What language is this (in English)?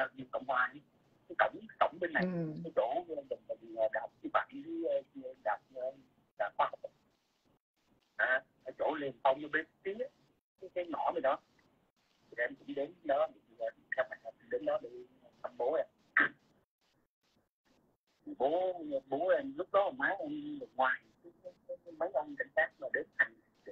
Vietnamese